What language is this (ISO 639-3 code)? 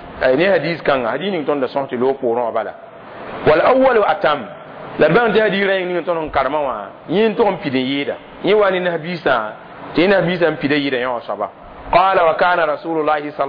mos